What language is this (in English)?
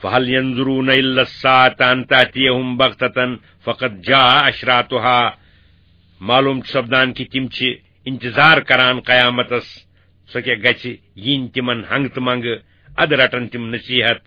Kashmiri